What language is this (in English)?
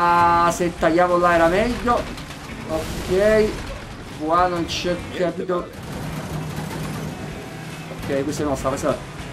Italian